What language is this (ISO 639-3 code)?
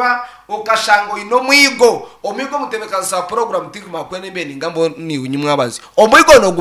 nyn